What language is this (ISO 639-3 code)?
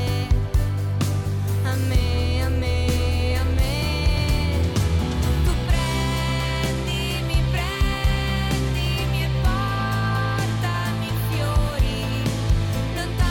ita